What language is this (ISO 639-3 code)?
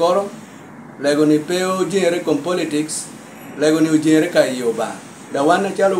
laj